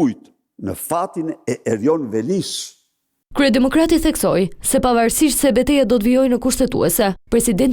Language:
Albanian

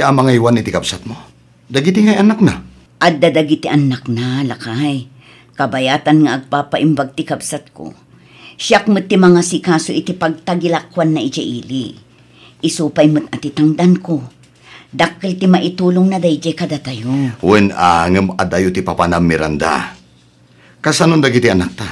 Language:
Iloko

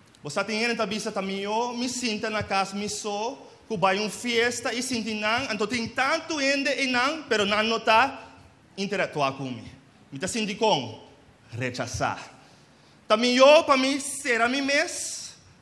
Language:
Papiamento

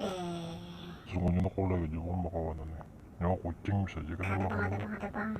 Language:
Banjar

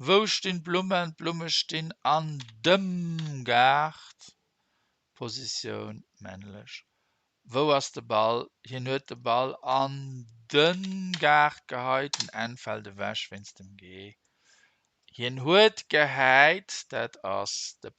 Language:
Luxembourgish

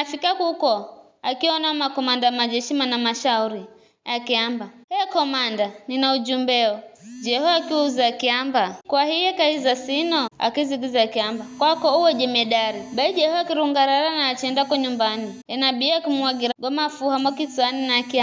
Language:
Giryama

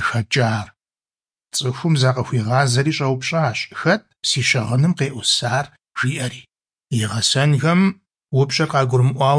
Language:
Kabardian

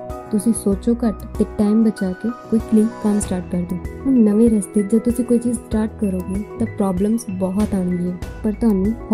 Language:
Punjabi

